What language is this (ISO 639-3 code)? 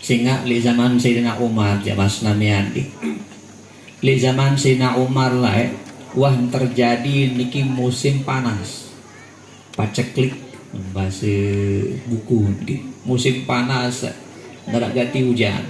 sas